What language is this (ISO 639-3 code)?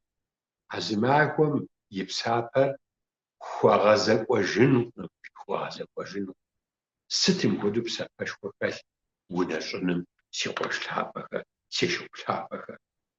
kbd